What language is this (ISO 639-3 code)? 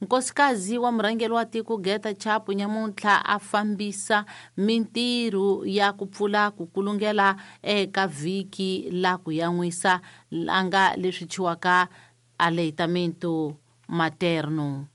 tso